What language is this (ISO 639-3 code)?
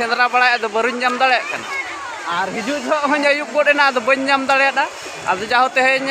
sat